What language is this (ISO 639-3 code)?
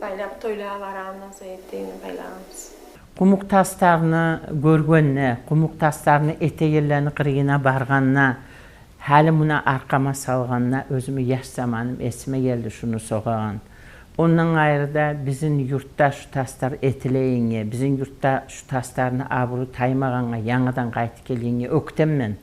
kum